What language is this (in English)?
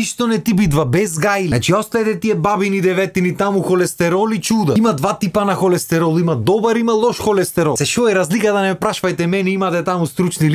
Macedonian